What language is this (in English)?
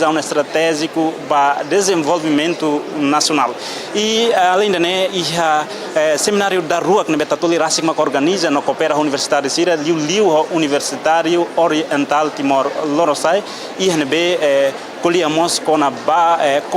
Tetum